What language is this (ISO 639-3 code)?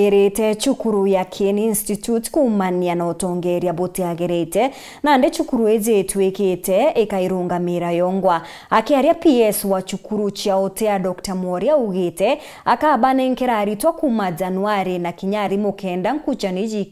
mer